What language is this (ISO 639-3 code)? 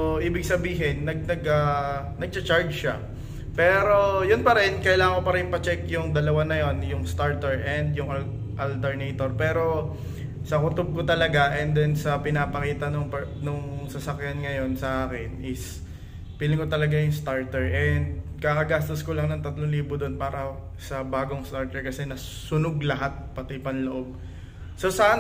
fil